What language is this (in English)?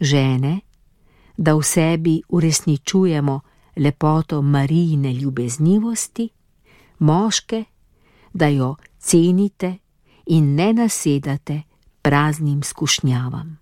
Slovenian